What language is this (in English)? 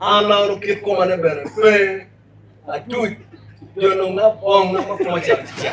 Acoli